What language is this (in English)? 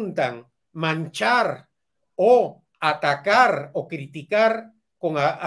Spanish